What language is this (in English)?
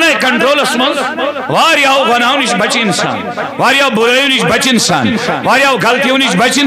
Kashmiri